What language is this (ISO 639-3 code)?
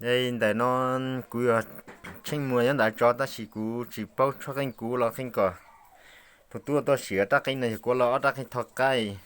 hmn